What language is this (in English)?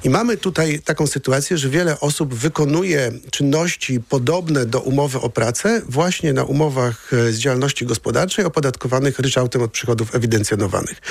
Polish